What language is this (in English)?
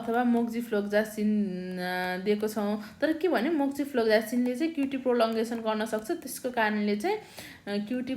Nepali